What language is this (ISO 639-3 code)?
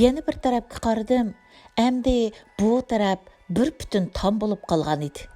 uig